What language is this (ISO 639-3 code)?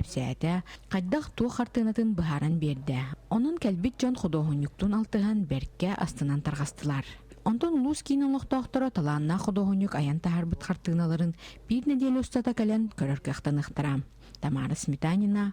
sah